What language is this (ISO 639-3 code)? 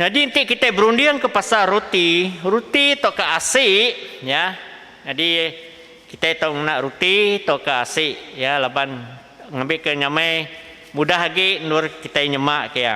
iba